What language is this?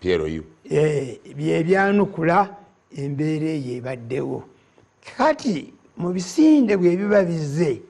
Ganda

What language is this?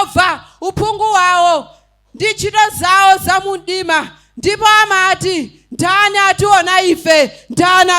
Nyanja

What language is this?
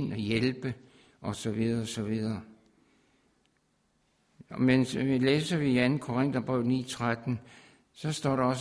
Danish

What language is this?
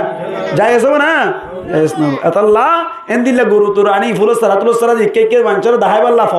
Rohingya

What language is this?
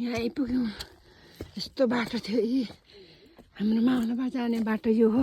Nepali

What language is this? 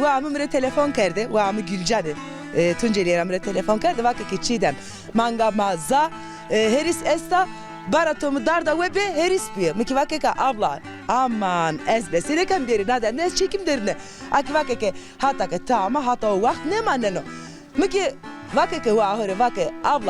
Zaza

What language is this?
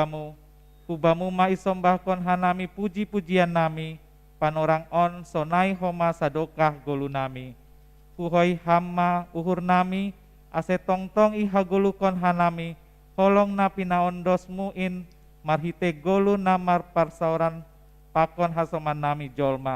Batak Simalungun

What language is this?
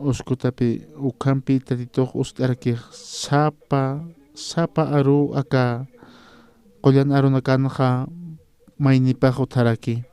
Aymara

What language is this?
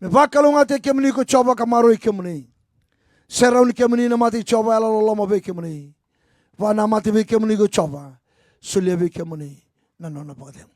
Fijian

